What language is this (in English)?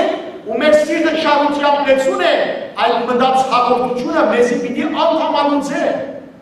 Western Armenian